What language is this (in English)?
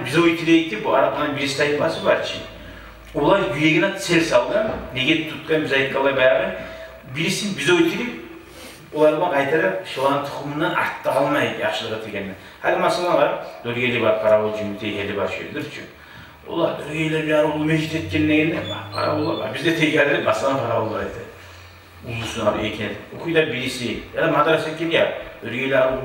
Kumyk